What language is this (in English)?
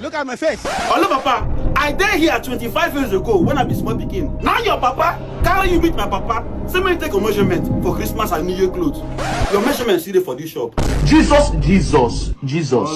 Nigerian Pidgin